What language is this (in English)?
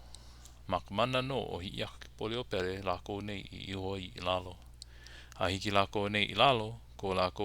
Hawaiian